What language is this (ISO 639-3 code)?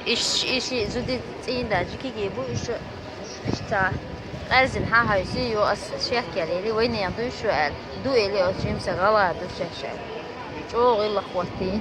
che